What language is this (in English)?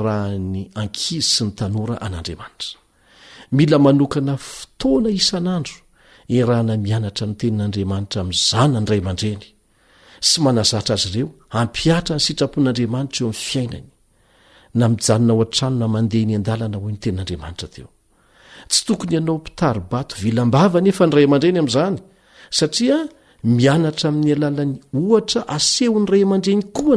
Malagasy